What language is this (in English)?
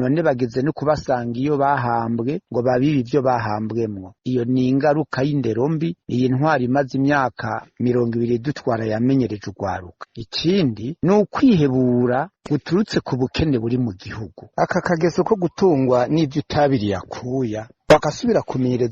Rundi